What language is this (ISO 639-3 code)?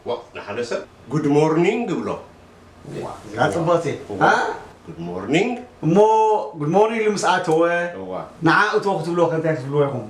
tir